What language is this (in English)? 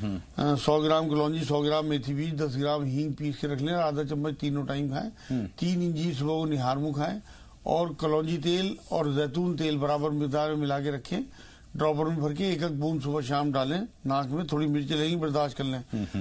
Urdu